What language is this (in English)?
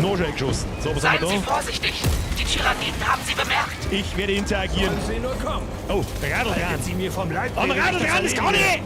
Bavarian